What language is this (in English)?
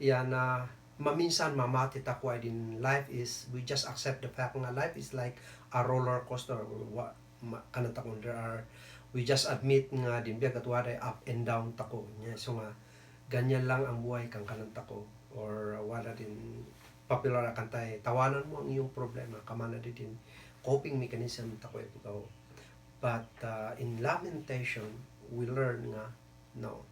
Kankanaey